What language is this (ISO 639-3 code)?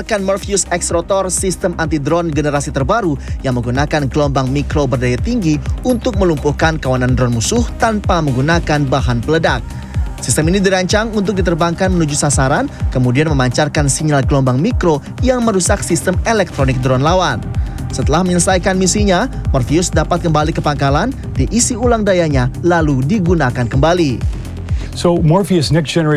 ind